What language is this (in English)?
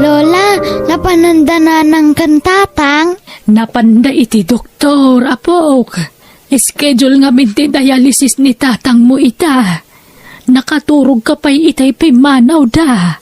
Iloko